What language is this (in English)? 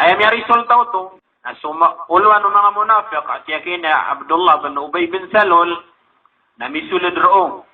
Maranao